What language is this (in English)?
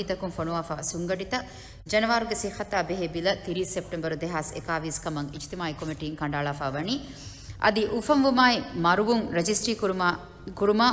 Divehi